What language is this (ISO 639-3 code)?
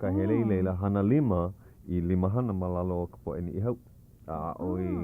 haw